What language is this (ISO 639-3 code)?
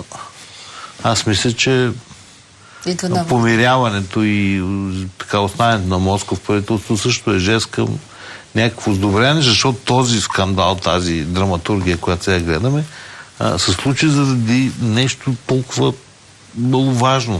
bul